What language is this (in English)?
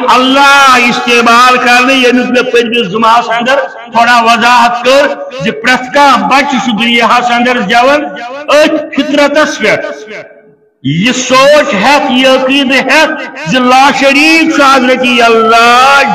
Kashmiri